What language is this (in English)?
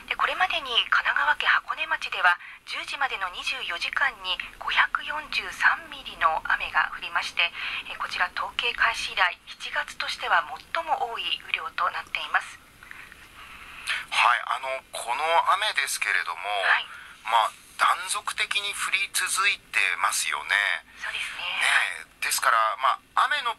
Japanese